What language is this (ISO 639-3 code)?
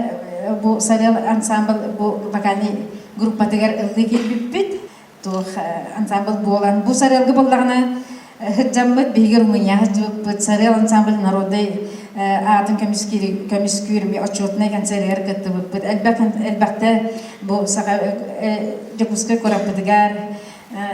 sah